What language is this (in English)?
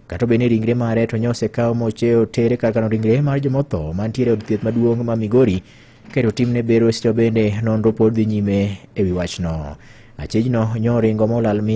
Luo (Kenya and Tanzania)